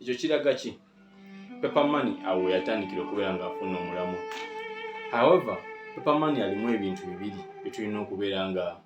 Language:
Ganda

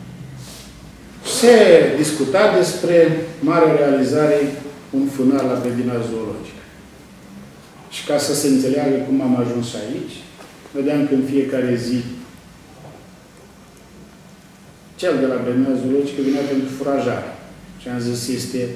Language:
Romanian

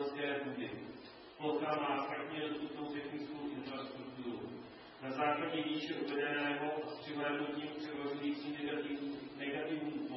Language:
Czech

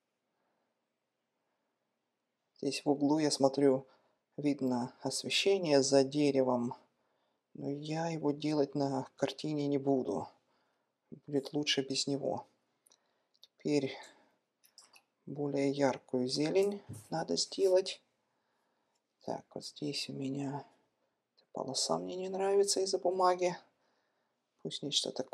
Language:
Russian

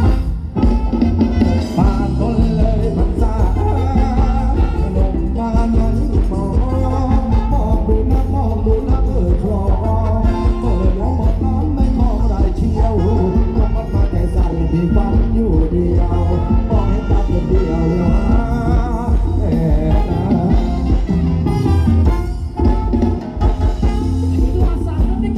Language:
Thai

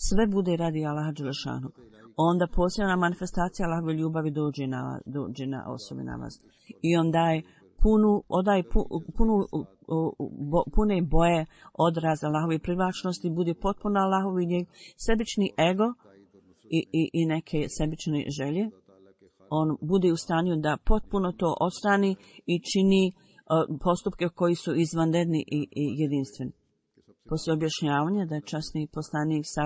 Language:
Bosnian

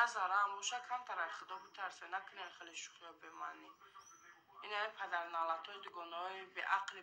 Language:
Tajik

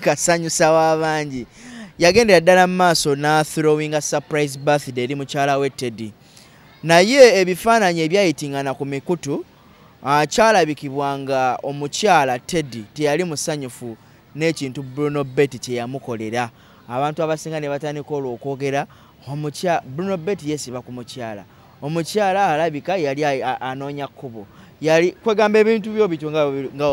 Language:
Ganda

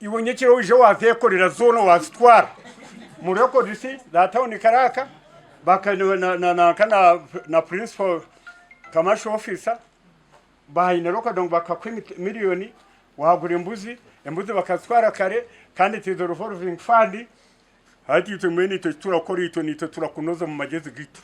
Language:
Nyankole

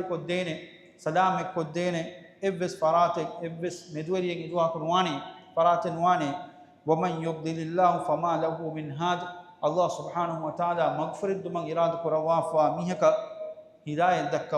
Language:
Divehi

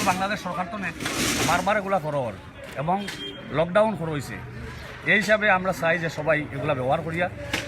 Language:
Sylheti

